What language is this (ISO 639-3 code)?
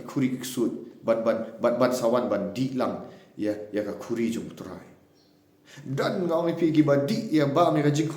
kha